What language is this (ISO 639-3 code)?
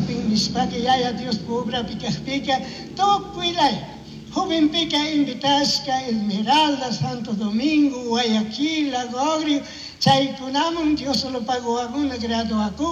qug